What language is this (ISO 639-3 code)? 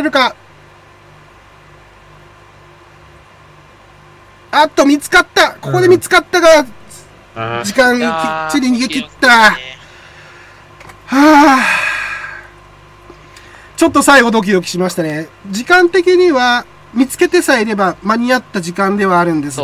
jpn